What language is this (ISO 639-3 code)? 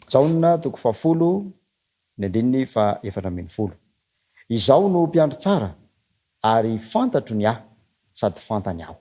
mlg